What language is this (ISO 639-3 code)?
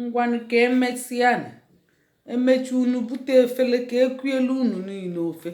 ibo